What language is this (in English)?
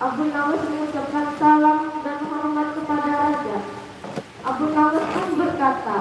Banjar